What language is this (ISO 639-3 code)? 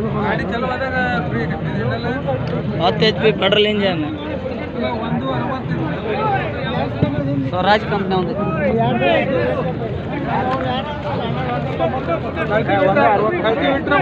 kan